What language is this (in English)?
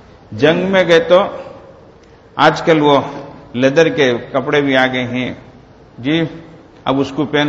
Urdu